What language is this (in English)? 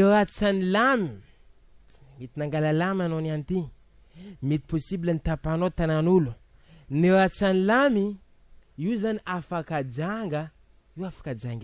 Malagasy